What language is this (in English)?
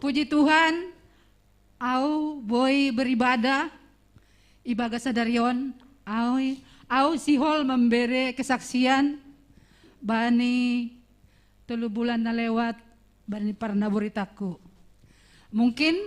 Batak Simalungun